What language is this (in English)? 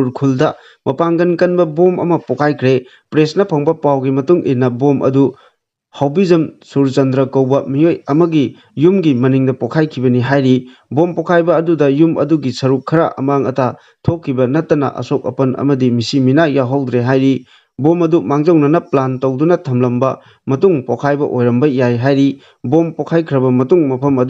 Manipuri